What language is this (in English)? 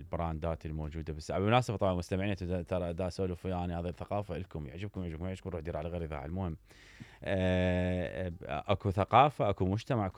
Mesopotamian Arabic